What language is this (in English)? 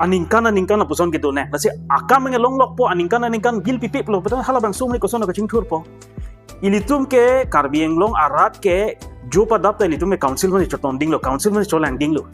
Karbi